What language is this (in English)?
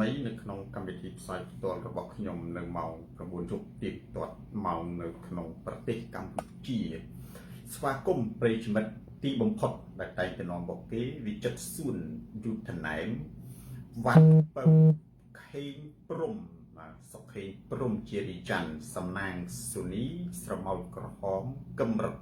Khmer